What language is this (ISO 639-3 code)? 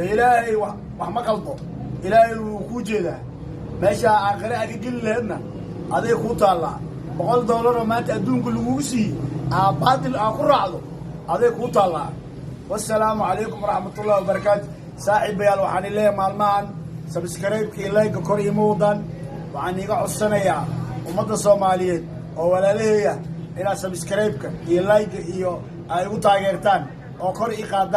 som